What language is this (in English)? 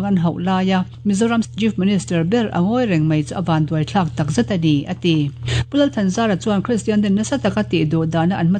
Mizo